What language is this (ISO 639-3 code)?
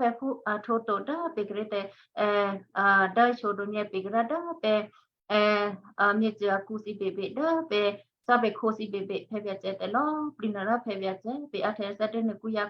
kyu